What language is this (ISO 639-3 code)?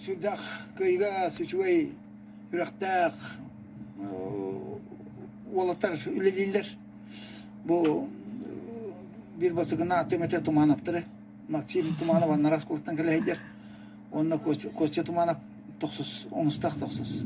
sah